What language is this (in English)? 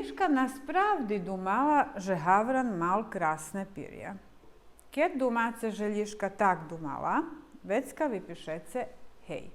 Rusyn